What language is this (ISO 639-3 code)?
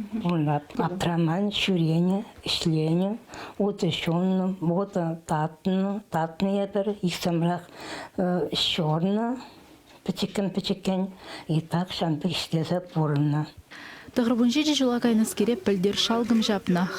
chv